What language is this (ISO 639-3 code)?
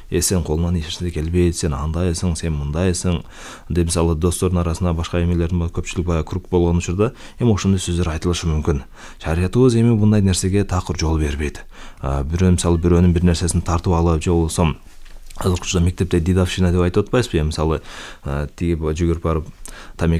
kir